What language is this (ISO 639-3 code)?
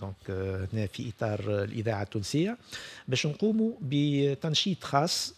aeb